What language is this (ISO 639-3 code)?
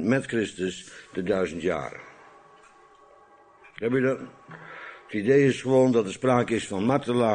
nld